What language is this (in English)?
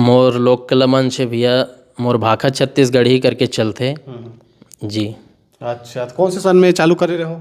Chhattisgarhi